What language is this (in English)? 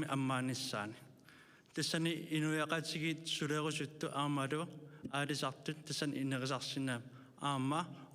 Kalaallisut